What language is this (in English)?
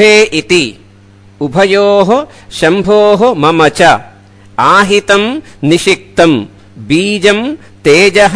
Sanskrit